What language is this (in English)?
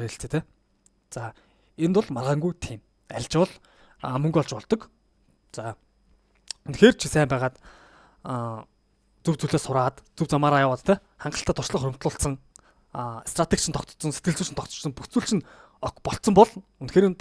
Mongolian